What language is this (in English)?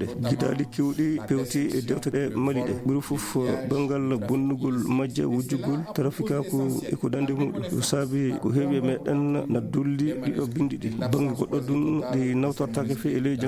Fula